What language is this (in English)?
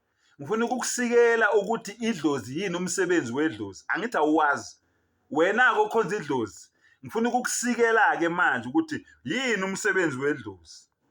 Zulu